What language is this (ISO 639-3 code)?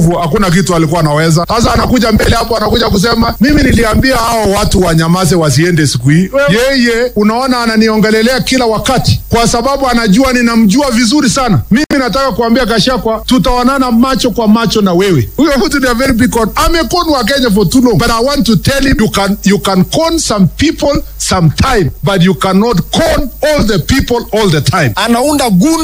swa